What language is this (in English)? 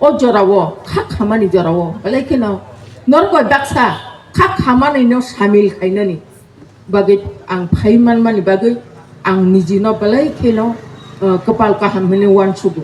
Kok Borok